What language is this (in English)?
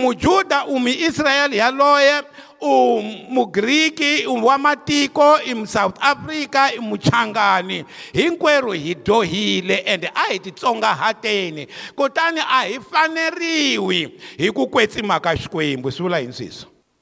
Tsonga